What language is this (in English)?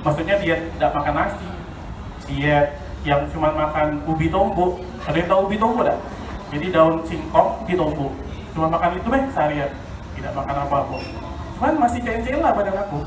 Musi